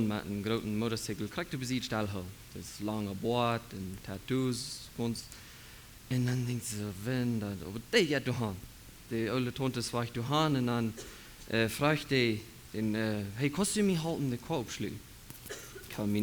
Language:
Plautdietsch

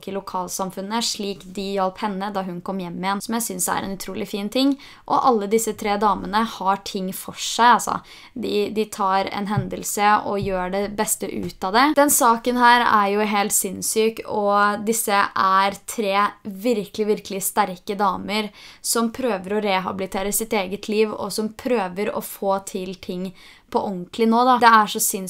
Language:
Norwegian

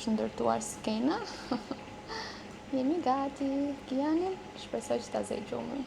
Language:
Albanian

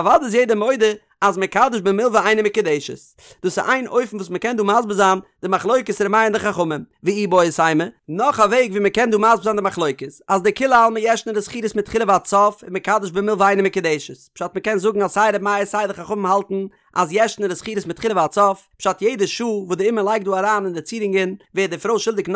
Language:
Yiddish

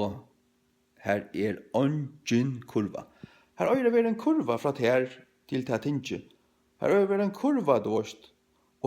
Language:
Faroese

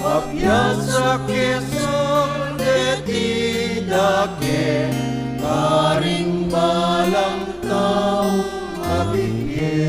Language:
Pampanga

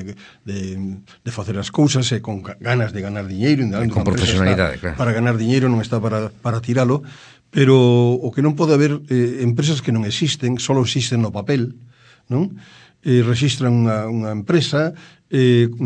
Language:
Galician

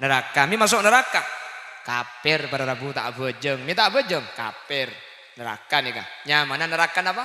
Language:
Madurese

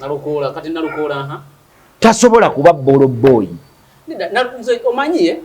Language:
Ganda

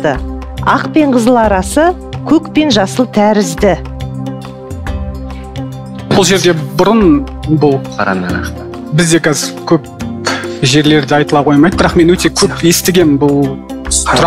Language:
Kazakh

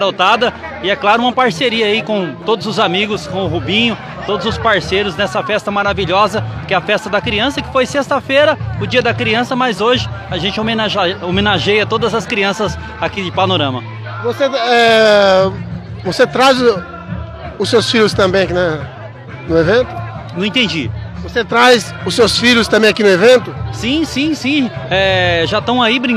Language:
Portuguese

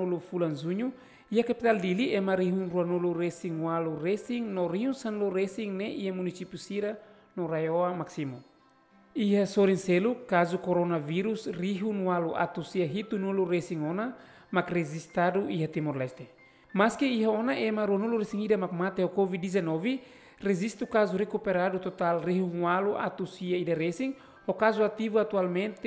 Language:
Tetum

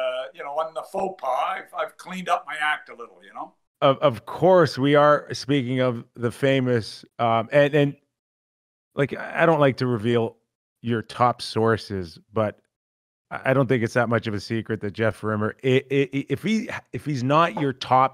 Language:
English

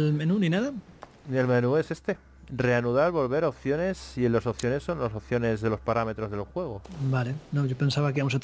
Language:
Spanish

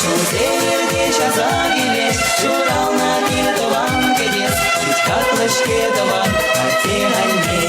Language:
Chuvash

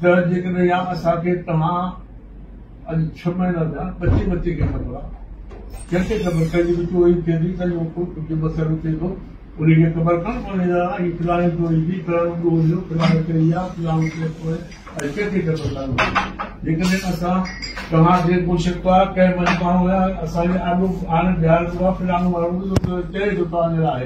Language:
Sindhi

